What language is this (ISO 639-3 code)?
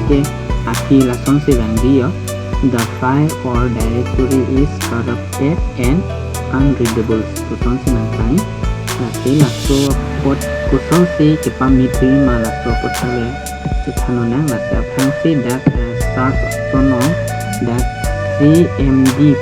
mjw